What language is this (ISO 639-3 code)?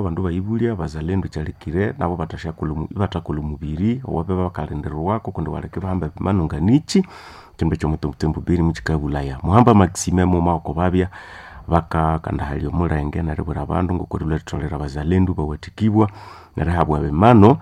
nnb